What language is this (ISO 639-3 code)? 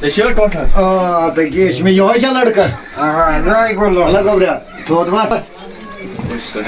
kas